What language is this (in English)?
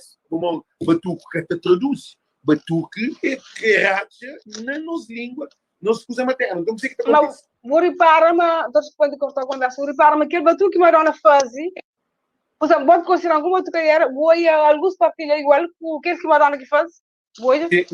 Kabuverdianu